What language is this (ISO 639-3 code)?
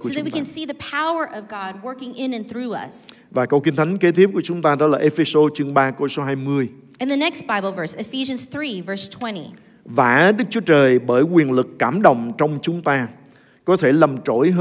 vie